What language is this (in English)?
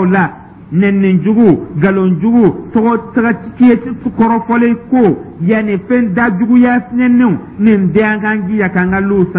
Dyula